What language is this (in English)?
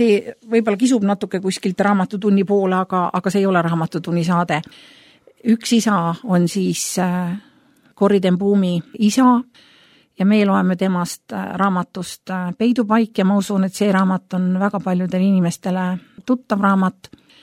Estonian